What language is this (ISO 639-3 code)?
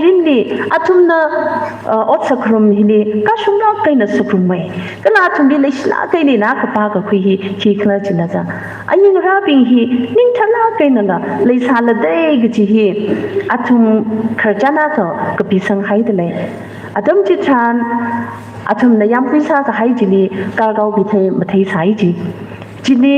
nmf